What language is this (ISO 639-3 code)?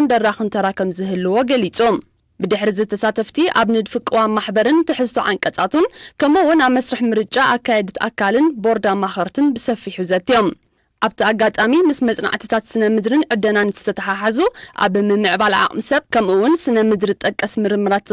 tir